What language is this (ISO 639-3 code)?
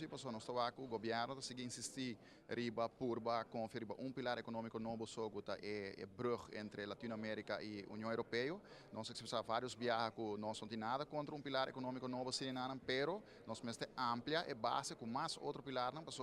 pap